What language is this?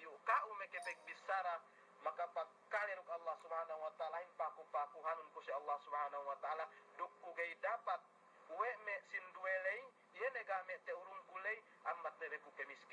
Yakan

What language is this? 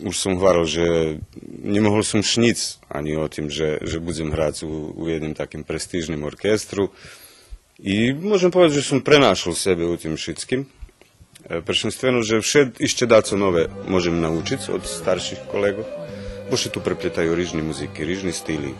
Rusyn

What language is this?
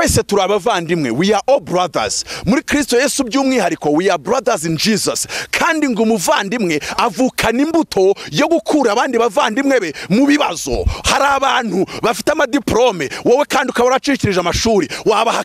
Kinyarwanda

